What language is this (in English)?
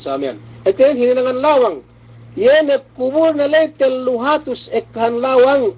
Yakan